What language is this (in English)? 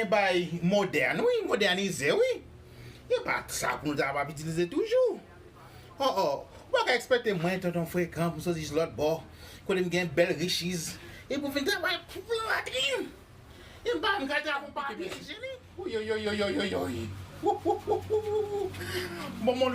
Haitian Creole